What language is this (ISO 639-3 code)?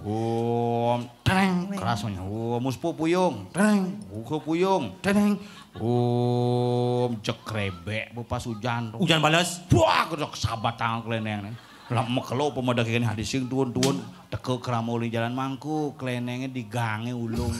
ban